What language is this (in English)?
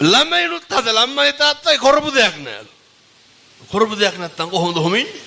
Sinhala